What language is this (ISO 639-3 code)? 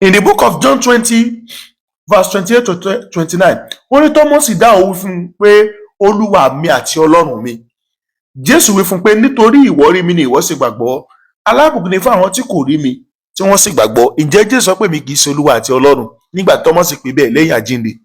yor